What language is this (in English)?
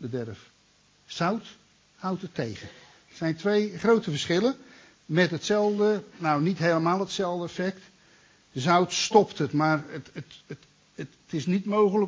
Dutch